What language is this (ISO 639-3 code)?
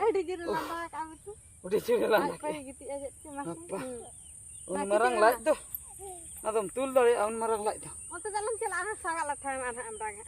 sat